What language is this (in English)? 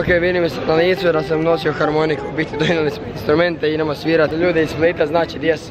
Croatian